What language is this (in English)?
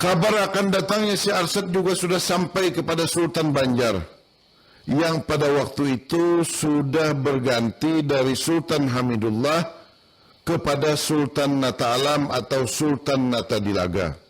Banjar